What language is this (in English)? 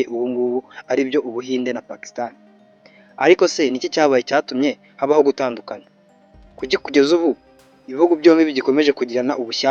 Kinyarwanda